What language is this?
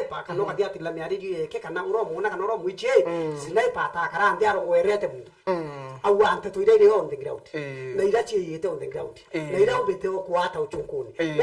Meru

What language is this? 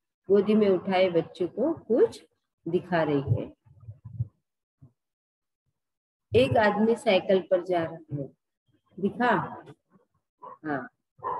Hindi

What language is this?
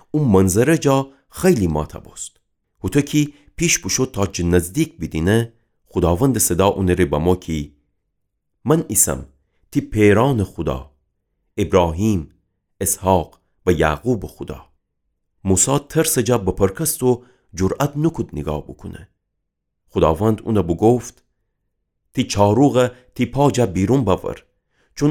Gilaki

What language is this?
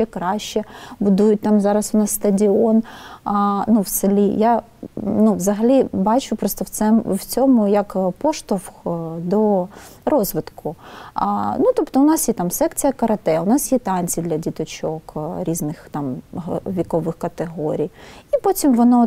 Ukrainian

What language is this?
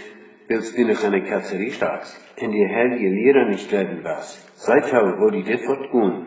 Plautdietsch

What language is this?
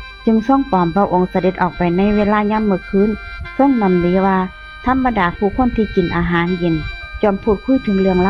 Northeastern Thai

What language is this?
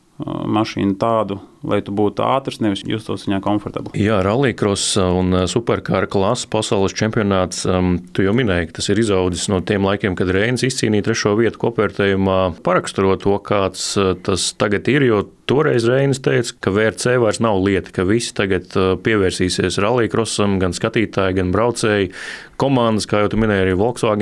Latvian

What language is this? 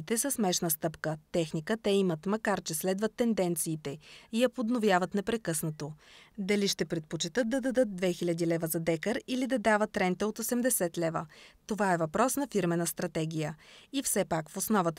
Bulgarian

